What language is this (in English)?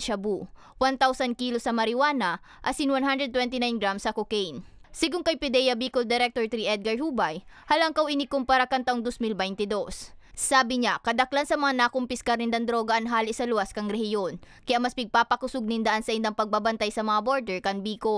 Bikol